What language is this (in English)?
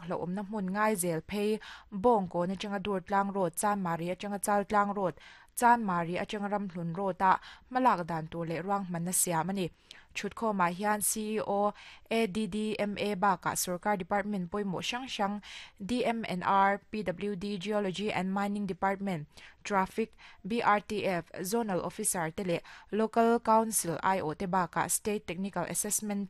Mizo